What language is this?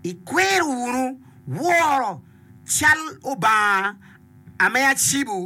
Acoli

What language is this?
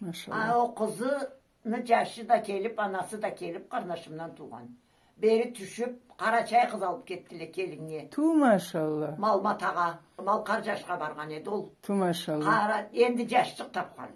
Karachay-Balkar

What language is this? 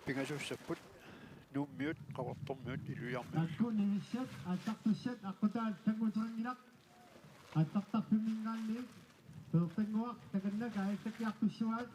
Kalaallisut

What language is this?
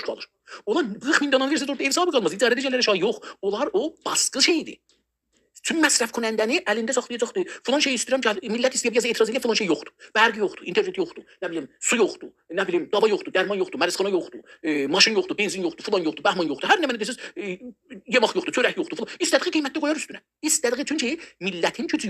South Azerbaijani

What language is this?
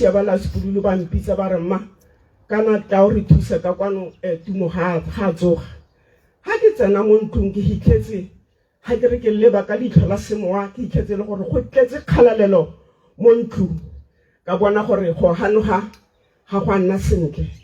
Tswana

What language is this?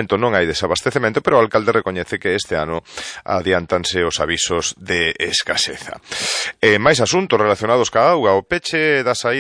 Galician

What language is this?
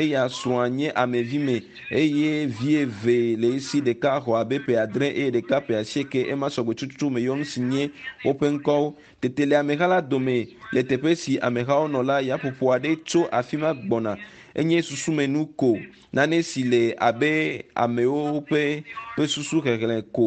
Ewe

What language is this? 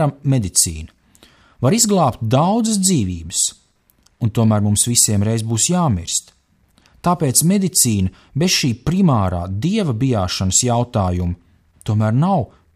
Latvian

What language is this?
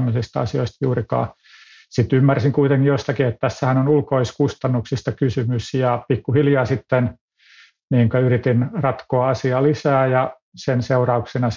Finnish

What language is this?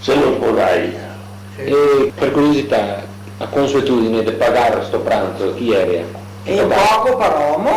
Venetian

